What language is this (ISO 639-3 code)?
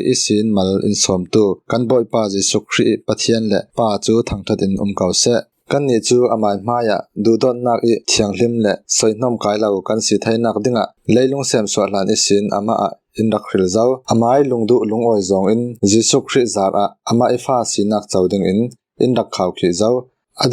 cfm